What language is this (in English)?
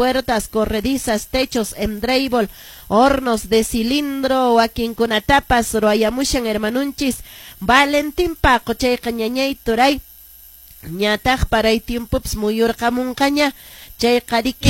Quechua